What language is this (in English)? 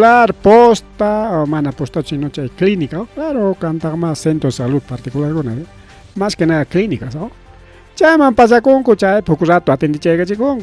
Ayacucho Quechua